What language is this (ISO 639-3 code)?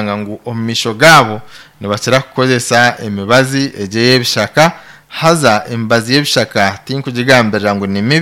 nyn